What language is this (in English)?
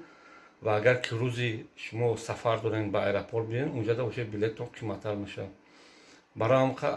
Tajik